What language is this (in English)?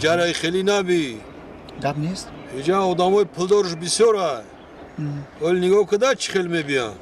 Tajik